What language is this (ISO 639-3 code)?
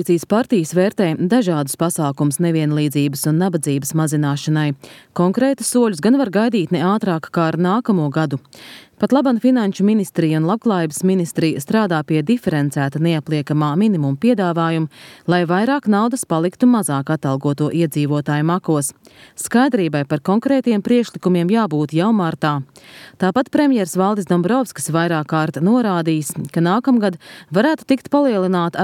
lav